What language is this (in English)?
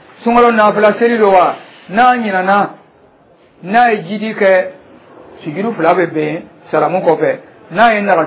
Dyula